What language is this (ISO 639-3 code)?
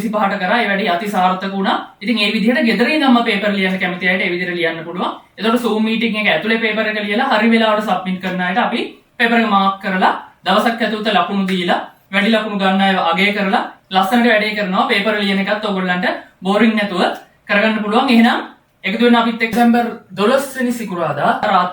sin